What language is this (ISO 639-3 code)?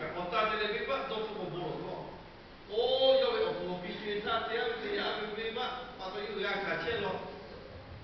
lhu